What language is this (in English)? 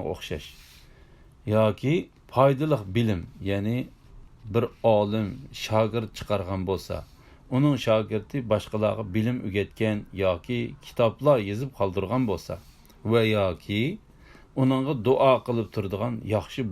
Uyghur